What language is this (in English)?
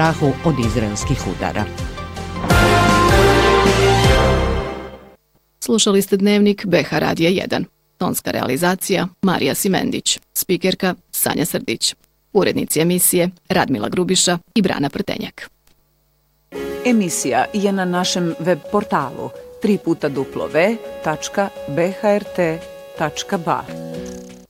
Bosnian